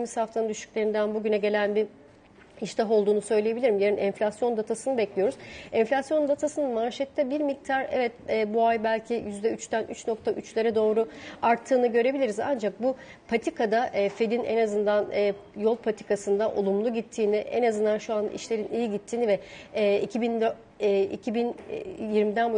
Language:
Turkish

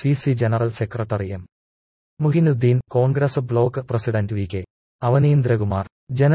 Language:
Malayalam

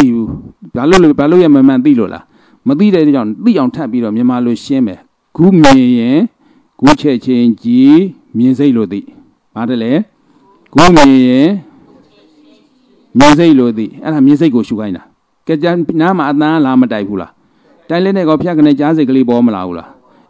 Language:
Burmese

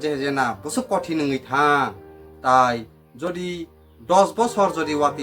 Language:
Kok Borok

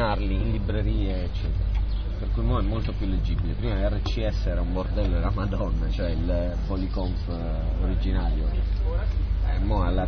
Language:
Italian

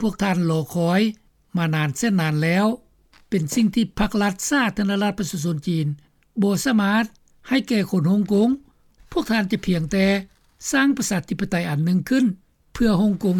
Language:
Lao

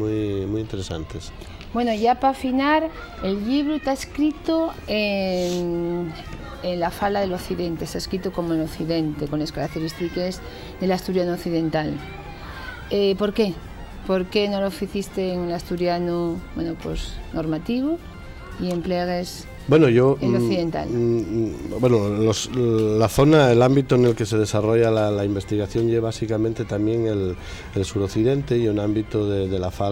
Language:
Asturian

